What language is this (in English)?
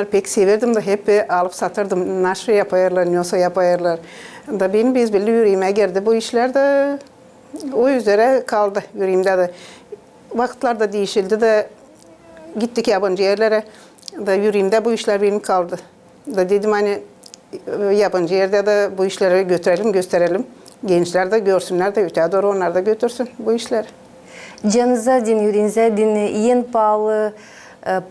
Gagauz